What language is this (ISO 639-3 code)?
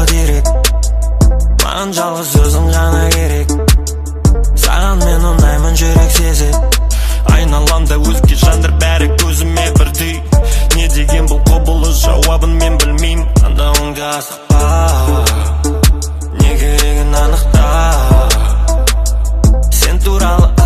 kaz